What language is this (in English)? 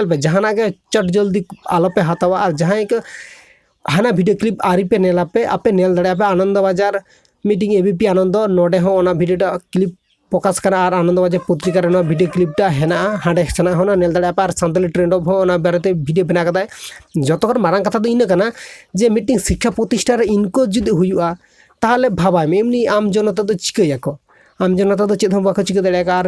Santali